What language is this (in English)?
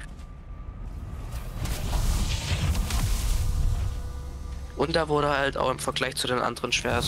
German